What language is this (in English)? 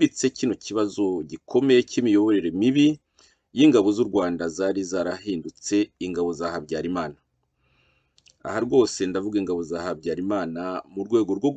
Kinyarwanda